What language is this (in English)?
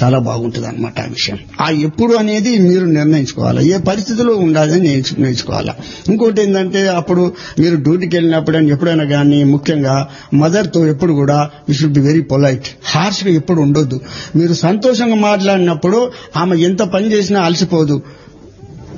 Telugu